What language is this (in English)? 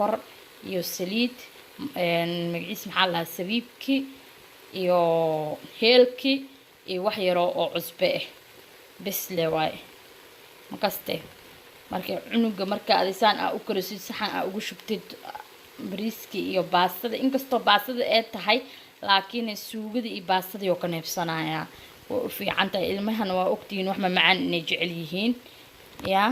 Somali